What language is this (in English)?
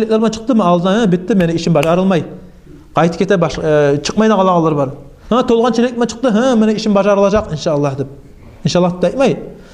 Kumyk